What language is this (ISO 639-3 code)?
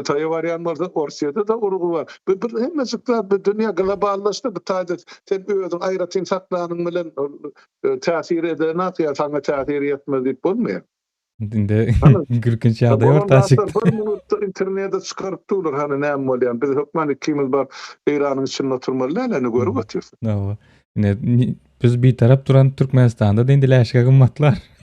tuk